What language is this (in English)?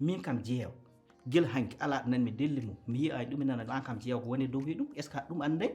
Fula